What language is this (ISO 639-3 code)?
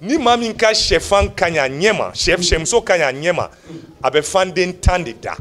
bam